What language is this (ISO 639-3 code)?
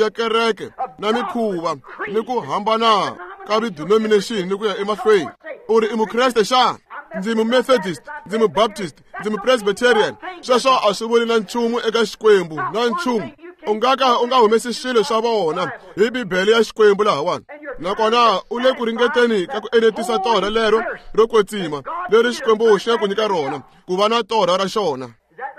tso